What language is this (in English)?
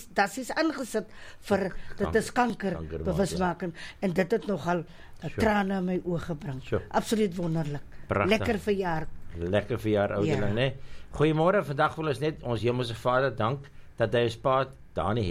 Afrikaans